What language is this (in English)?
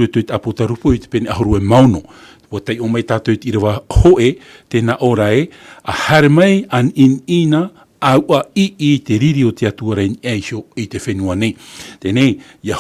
Tahitian